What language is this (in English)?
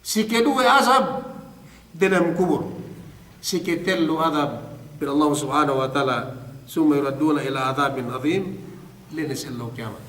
Yakan